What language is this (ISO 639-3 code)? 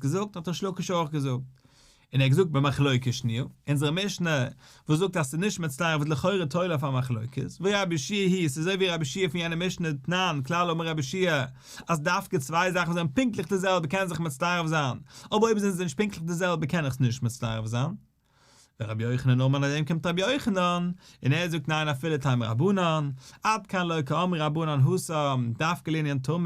yid